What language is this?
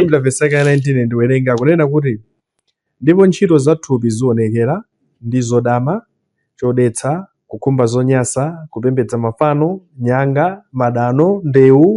Nyanja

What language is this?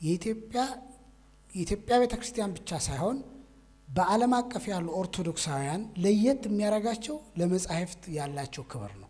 Amharic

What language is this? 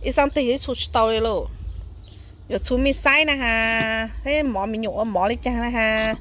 Hmong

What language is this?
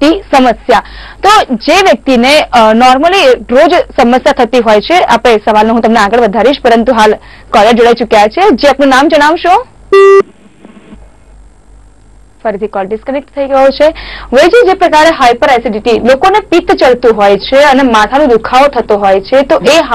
Gujarati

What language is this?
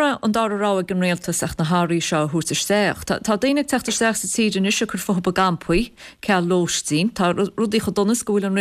Irish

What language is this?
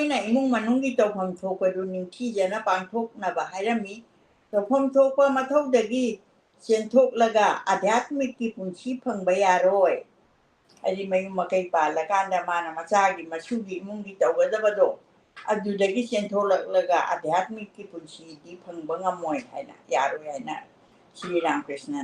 Manipuri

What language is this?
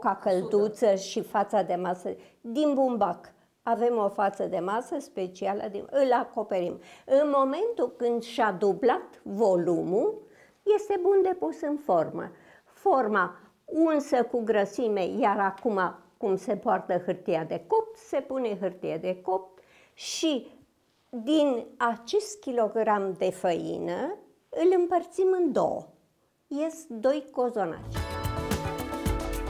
Romanian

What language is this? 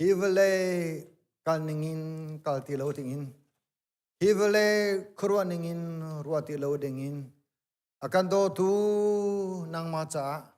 Hakha Chin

